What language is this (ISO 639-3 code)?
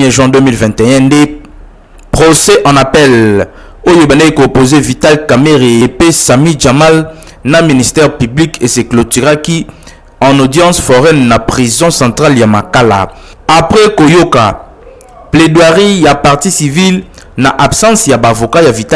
lin